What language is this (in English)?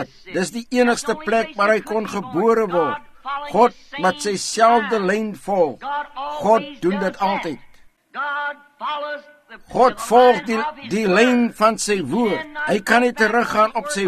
Afrikaans